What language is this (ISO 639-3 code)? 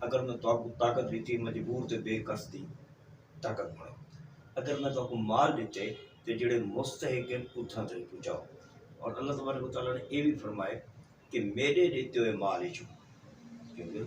skr